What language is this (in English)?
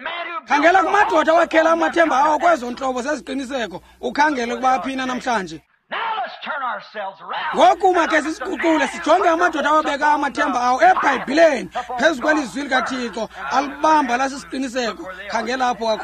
Xhosa